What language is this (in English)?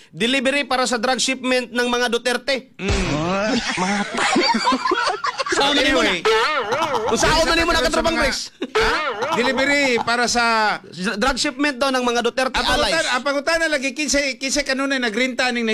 Cebuano